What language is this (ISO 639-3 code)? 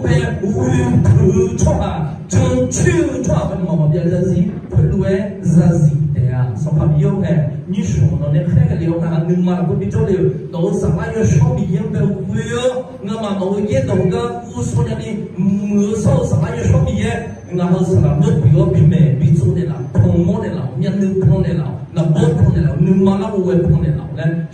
ahk